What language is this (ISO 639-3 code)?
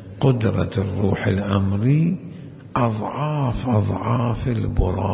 acm